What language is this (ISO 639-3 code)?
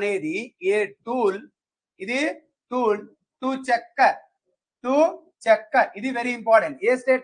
tel